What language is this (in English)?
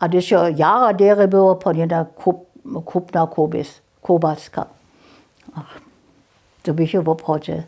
Upper Sorbian